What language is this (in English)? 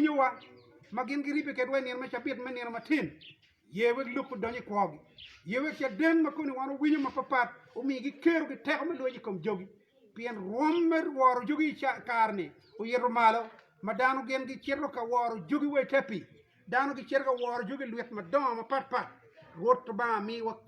Acoli